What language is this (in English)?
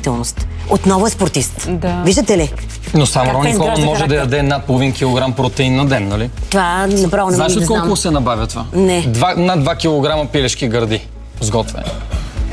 Bulgarian